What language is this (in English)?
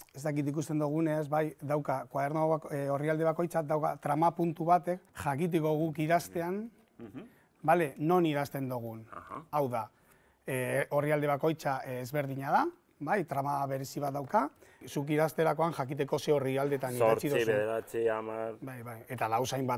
Basque